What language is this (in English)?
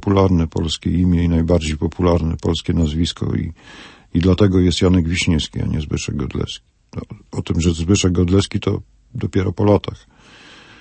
Polish